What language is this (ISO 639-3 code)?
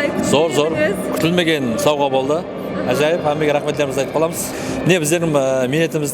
kaa